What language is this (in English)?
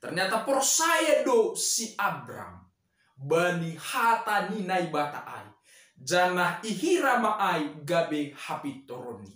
Batak Simalungun